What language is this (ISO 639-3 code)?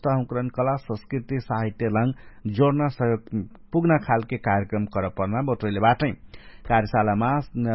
thl